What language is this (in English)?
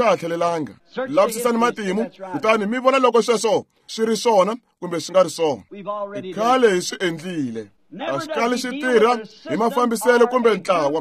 Tsonga